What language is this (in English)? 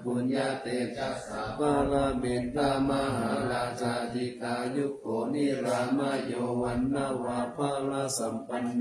Pali